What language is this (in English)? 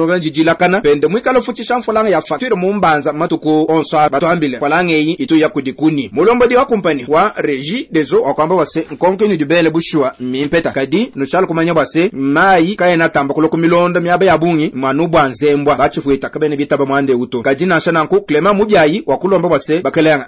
Luba-Lulua